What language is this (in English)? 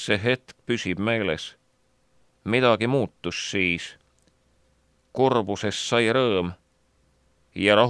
Estonian